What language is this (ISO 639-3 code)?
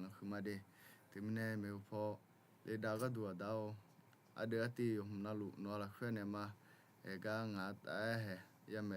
ahk